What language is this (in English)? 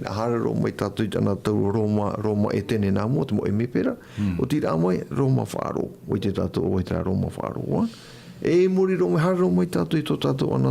Tahitian